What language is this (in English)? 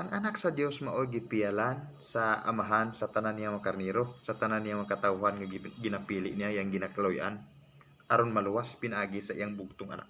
Cebuano